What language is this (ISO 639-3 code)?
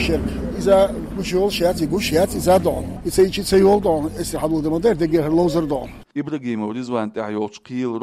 che